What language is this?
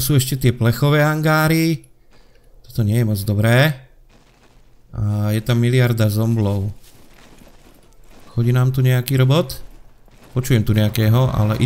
Slovak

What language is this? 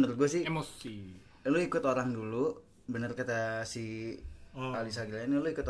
Indonesian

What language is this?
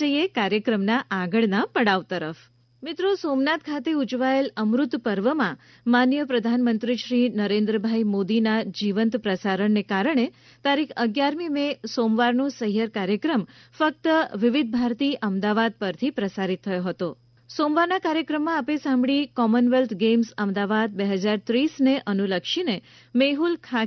Gujarati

